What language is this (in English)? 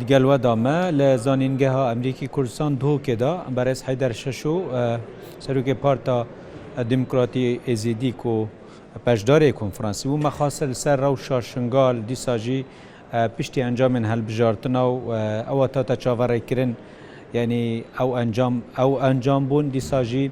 Kurdish